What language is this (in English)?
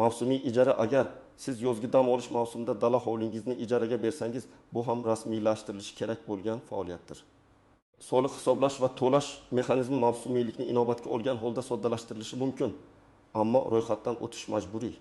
Uzbek